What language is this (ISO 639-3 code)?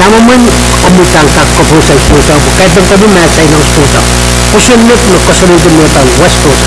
pon